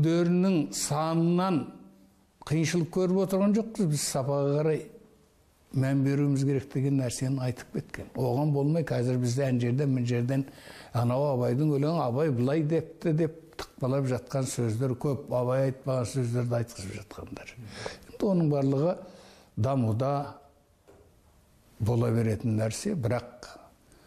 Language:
Kazakh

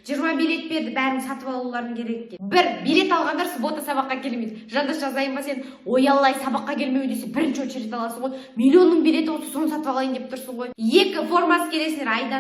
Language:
Kazakh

